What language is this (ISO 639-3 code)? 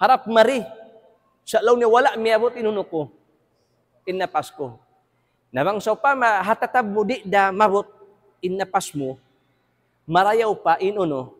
tsg